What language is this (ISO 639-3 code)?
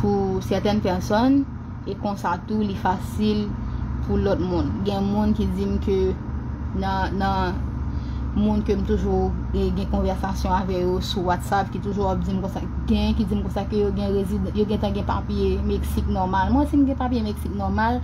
hat